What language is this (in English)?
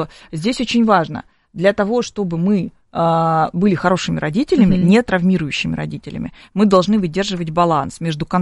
Russian